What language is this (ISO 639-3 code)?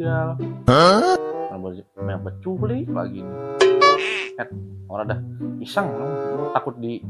bew